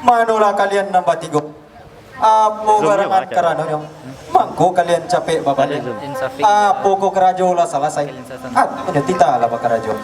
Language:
Minangkabau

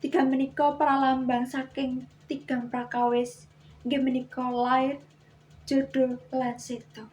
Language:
Javanese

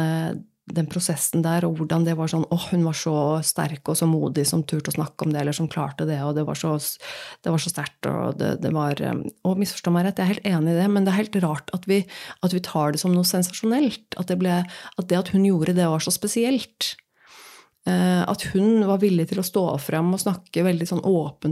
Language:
Norwegian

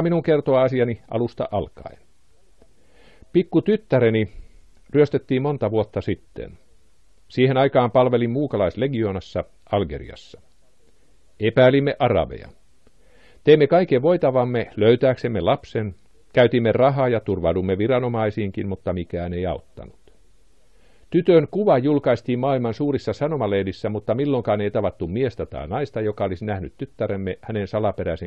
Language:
Finnish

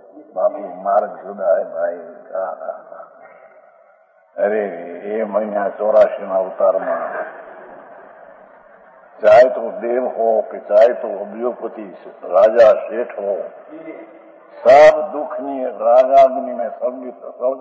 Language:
Hindi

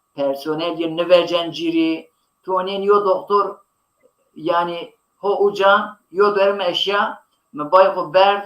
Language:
Zaza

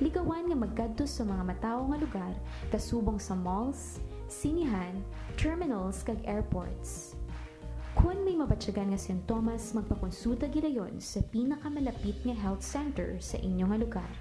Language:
Hiligaynon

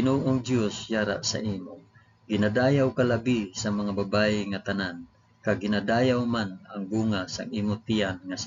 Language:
Hiligaynon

